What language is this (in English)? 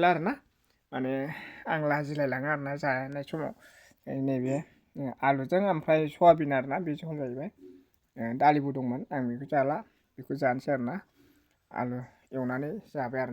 Bodo